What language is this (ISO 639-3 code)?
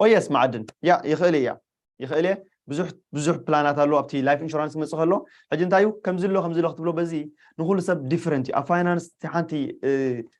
tir